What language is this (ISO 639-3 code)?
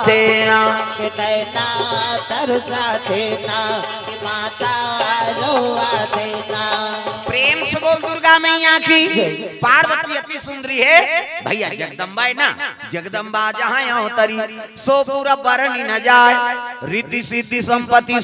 hne